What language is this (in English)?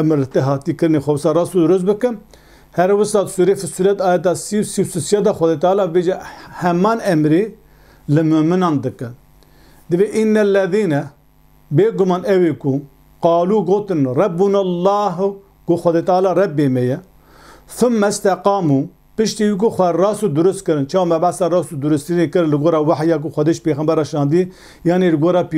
Kurdish